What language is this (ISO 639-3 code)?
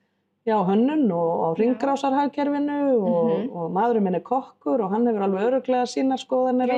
isl